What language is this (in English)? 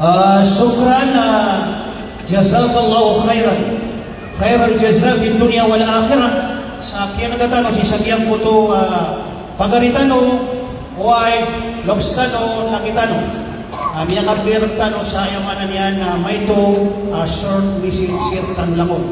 Maranao